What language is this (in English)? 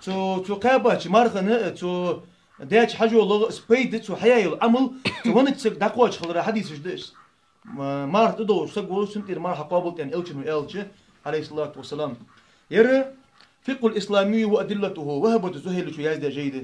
Ingush